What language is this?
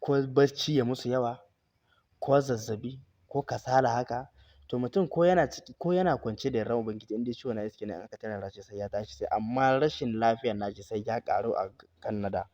Hausa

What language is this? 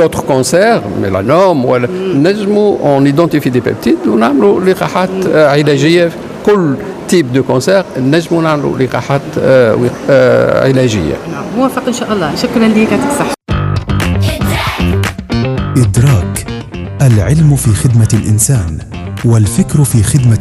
Tunisian Arabic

